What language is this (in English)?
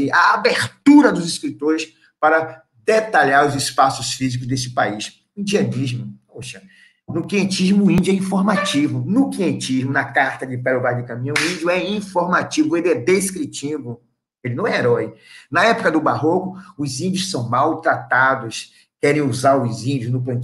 Portuguese